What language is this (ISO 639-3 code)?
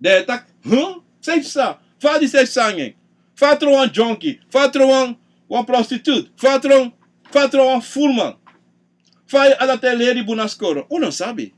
srn